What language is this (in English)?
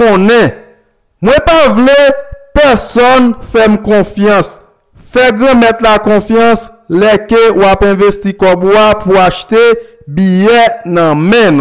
Haitian Creole